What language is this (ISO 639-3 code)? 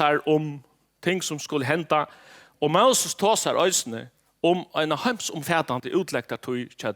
fao